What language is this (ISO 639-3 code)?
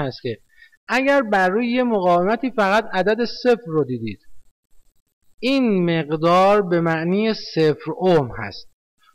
fas